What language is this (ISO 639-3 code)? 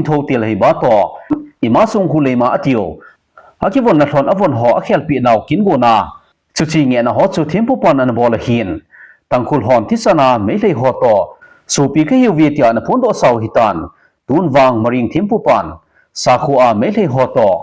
tcz